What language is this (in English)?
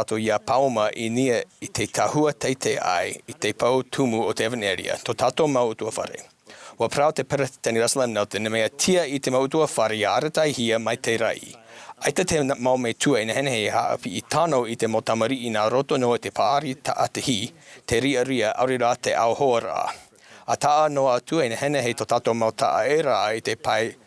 Tahitian